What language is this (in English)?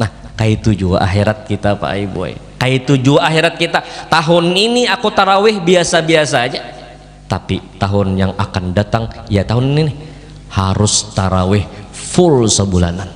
Banjar